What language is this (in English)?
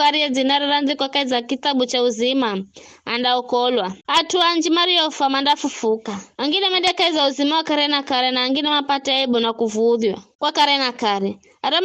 Giryama